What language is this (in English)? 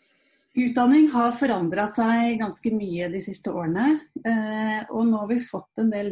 Norwegian